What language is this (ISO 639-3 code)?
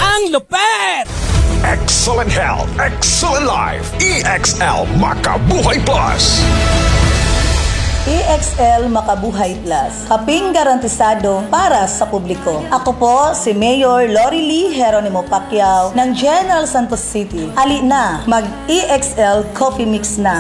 fil